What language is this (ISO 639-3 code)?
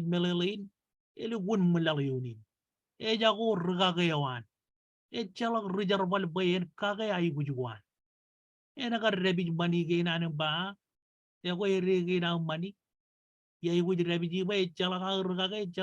mah